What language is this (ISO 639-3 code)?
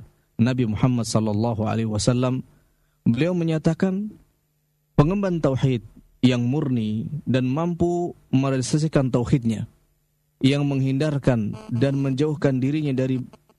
ind